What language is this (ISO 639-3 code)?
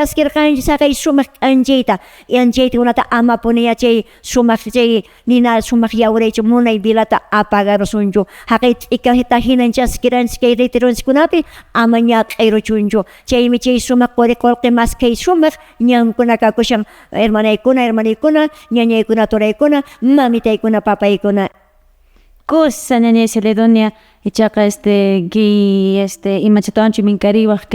que